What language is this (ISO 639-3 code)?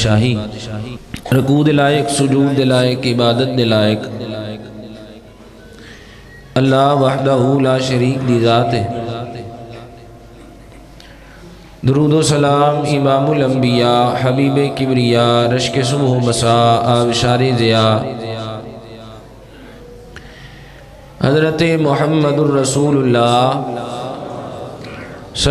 lah